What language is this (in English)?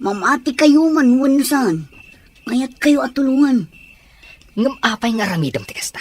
Iloko